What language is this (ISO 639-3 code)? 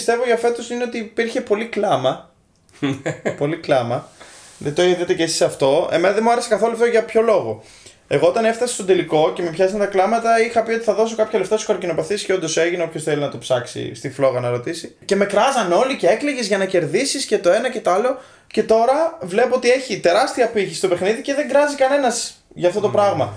ell